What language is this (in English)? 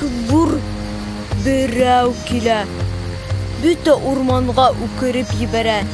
Bashkir